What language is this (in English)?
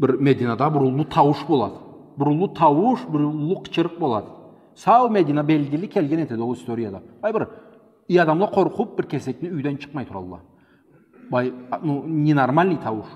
Karachay-Balkar